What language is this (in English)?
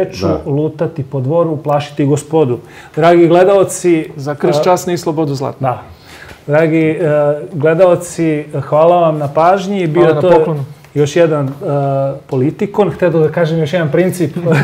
Serbian